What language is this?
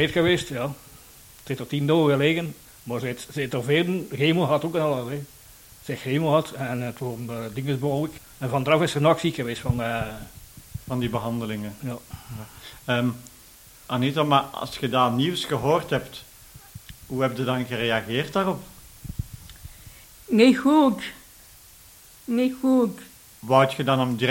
Dutch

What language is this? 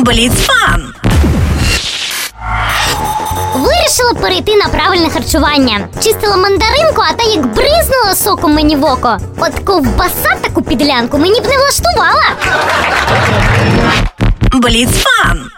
Ukrainian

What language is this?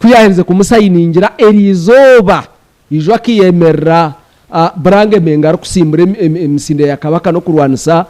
Nyankole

